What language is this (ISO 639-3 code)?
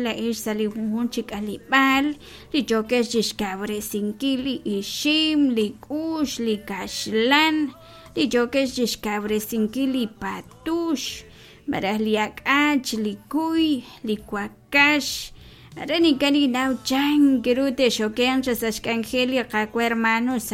kek